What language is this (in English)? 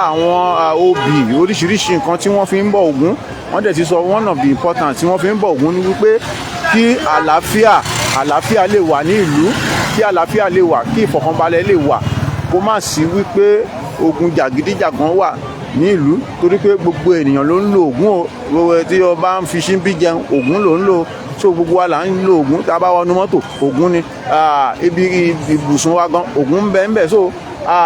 Yoruba